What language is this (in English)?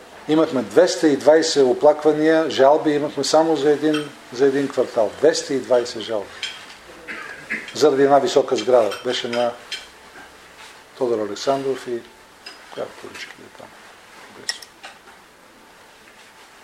Bulgarian